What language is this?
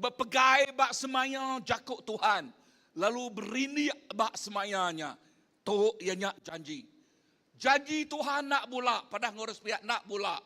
Iban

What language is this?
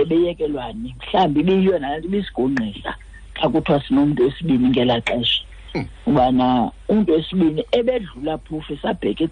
Xhosa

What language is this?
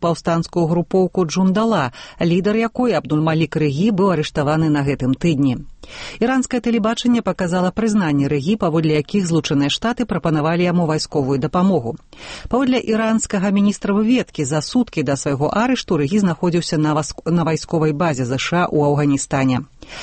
Belarusian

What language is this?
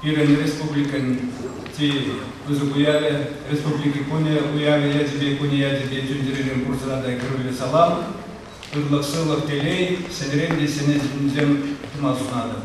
Chuvash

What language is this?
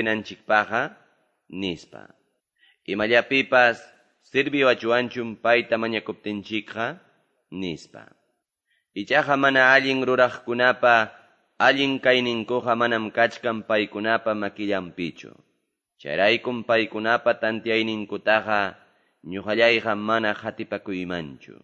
Quechua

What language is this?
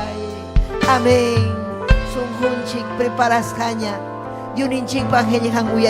Ayacucho Quechua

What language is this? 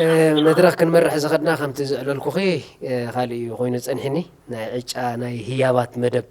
Tigrinya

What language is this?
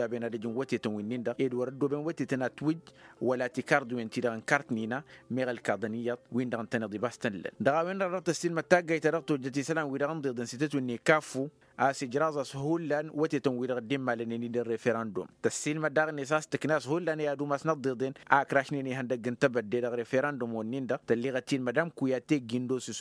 Tamasheq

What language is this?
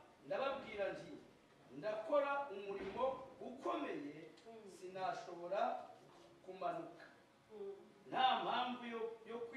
Kinyarwanda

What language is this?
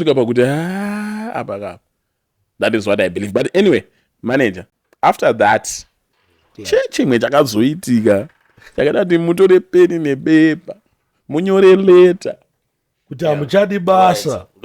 Shona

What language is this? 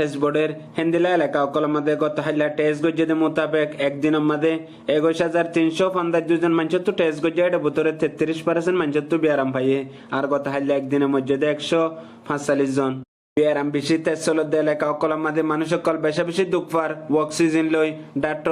Rohingya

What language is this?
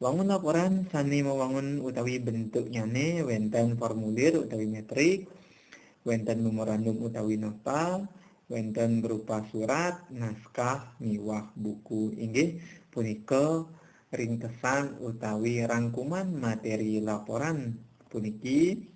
Balinese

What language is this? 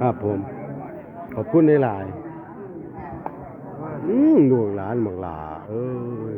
Northeastern Thai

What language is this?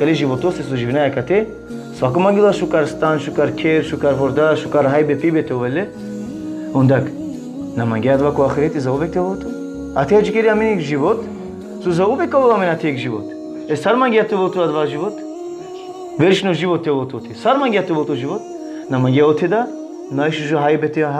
Balkan Romani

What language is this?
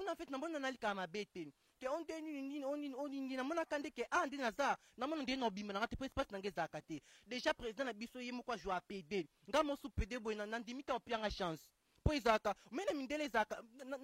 Lingala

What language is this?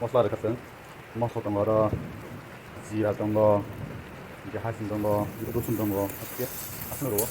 Kok Borok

